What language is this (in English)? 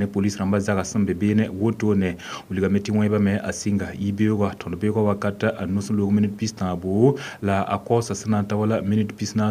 Mossi